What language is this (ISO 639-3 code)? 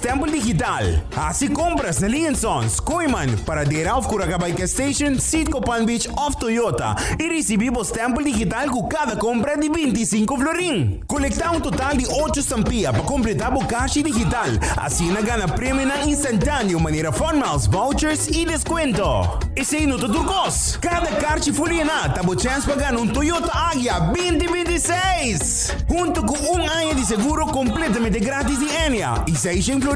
pap